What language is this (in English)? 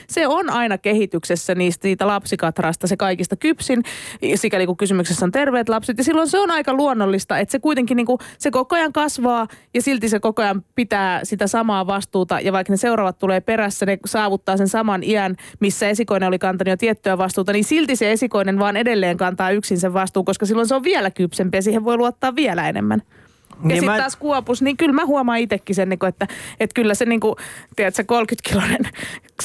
Finnish